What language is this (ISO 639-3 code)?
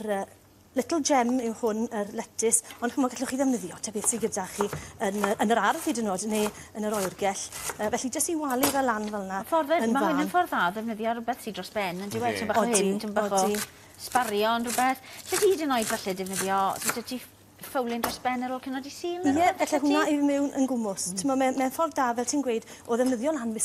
cym